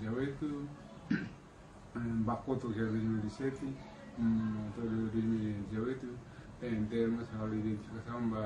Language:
Tetum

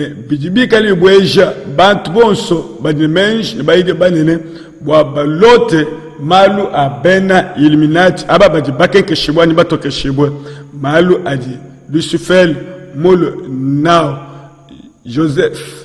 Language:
Luba-Lulua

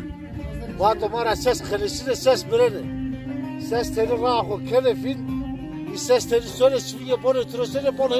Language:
Zaza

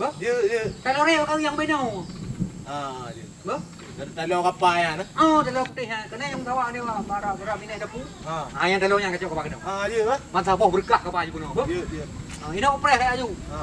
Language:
Achinese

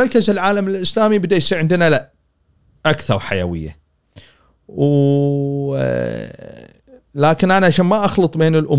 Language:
Gulf Arabic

